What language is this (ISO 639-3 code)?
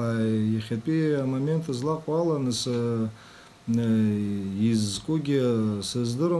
abk